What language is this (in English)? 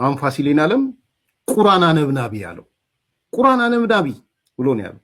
Amharic